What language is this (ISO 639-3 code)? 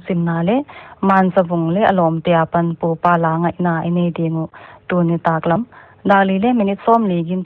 pck